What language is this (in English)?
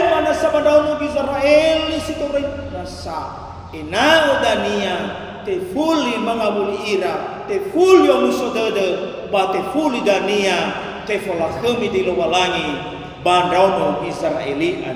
Nias